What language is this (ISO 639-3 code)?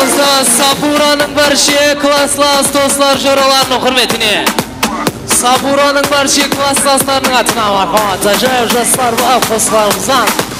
kaa